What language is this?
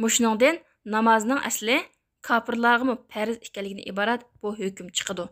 Uyghur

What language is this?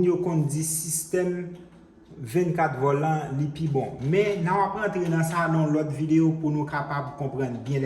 Haitian Creole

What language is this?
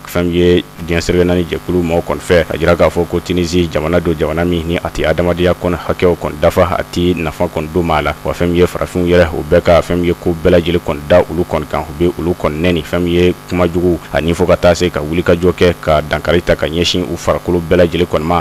Bambara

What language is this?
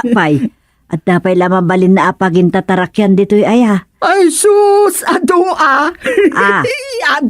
Iloko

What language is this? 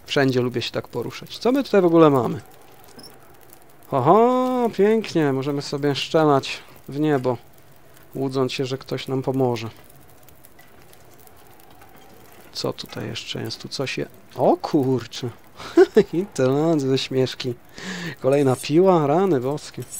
Polish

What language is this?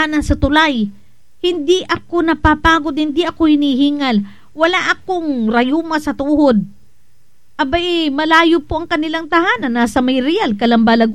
Filipino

